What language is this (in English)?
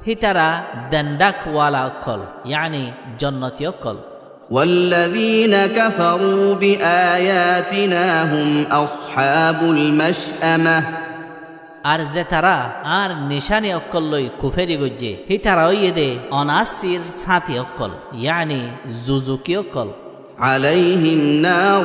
Rohingya